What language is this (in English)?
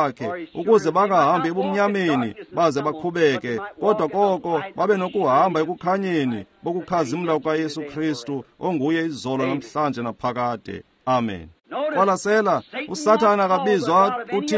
Xhosa